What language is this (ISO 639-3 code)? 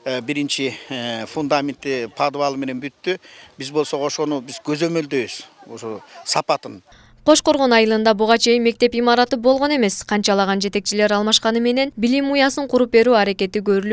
kir